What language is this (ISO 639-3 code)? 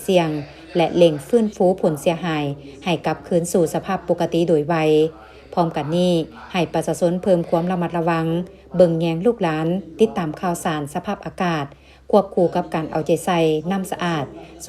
lao